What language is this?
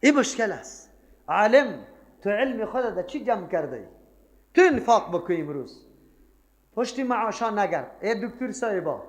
Persian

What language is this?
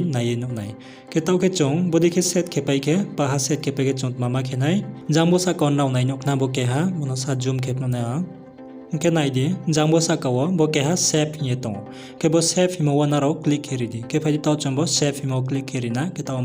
Riang (India)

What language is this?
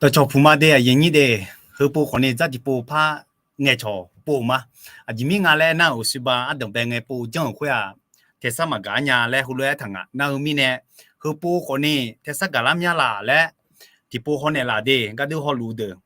Akha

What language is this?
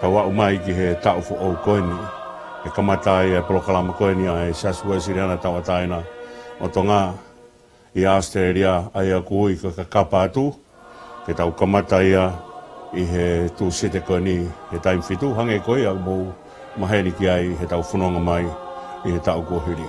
Tongan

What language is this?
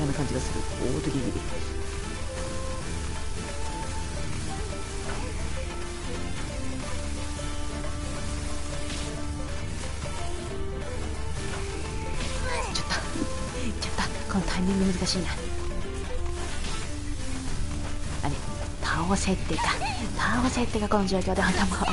Japanese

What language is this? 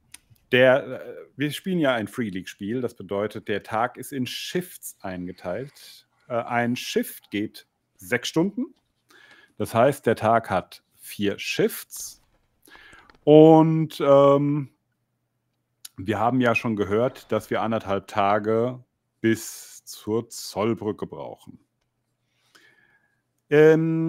German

